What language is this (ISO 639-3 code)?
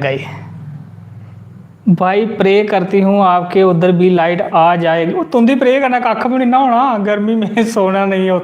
doi